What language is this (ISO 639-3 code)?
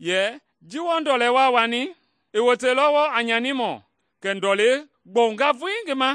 men